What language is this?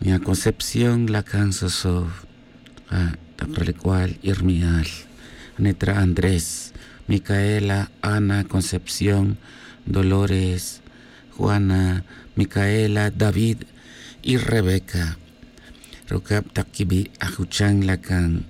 Tz'utujil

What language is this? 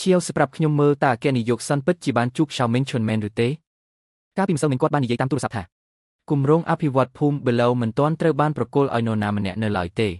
Khmer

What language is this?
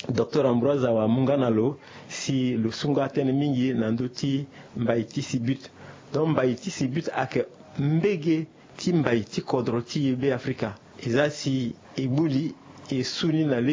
Sango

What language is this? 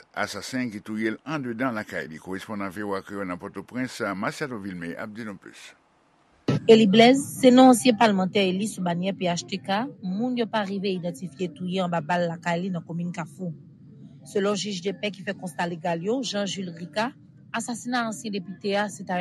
Haitian Creole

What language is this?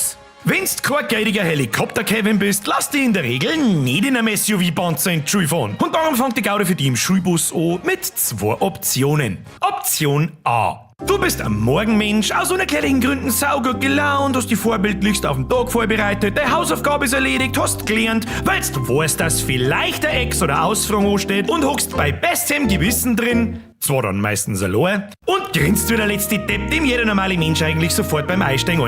Bavarian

